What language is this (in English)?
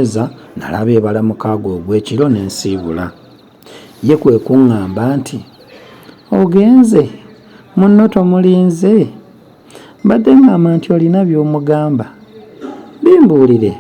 Ganda